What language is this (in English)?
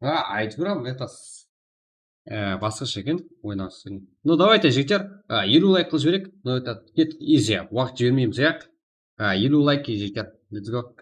Kara-Kalpak